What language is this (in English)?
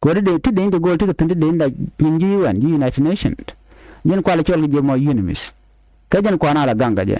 Nuer